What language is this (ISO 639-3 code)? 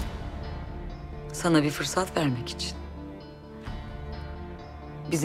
tur